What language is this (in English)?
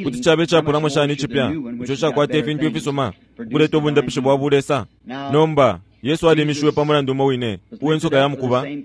Bemba